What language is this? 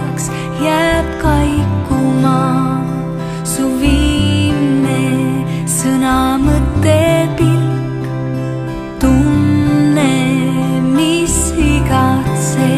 Estonian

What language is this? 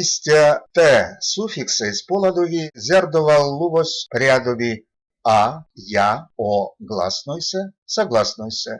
Erzya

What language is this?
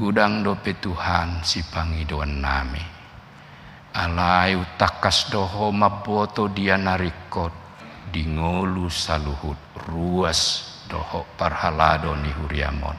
Batak Toba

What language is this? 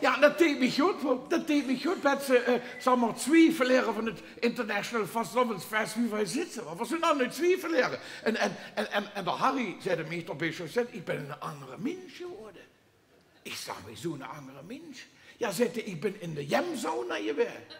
Limburgish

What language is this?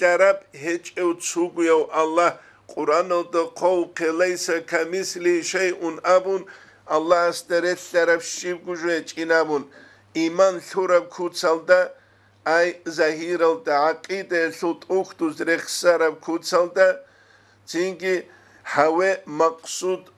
Avaric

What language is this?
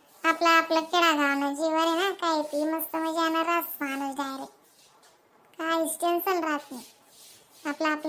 Khandesi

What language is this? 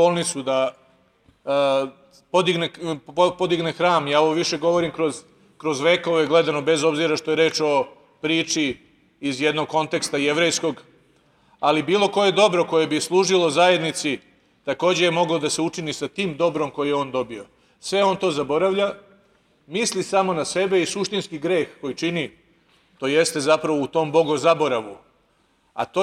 Serbian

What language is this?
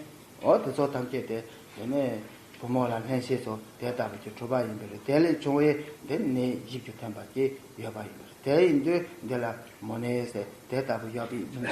Tibetan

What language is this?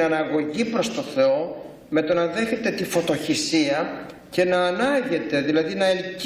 Greek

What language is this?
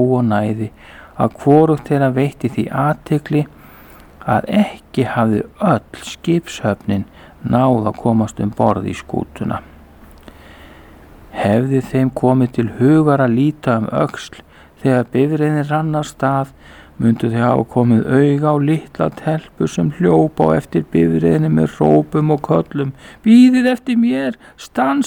Icelandic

